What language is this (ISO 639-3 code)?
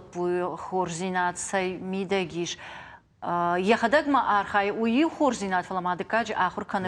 oss